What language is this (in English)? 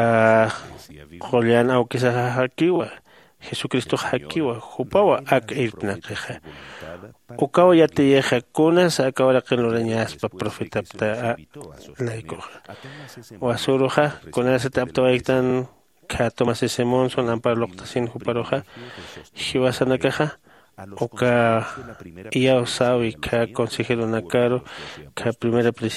Aymara